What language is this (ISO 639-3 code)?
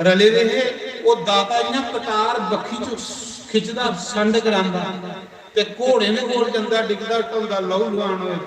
doi